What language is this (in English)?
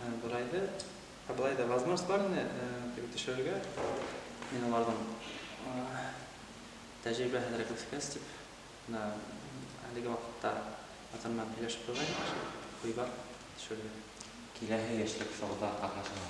Bashkir